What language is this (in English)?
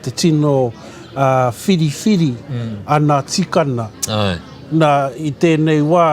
Māori